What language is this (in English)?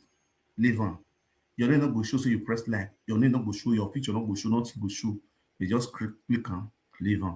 Nigerian Pidgin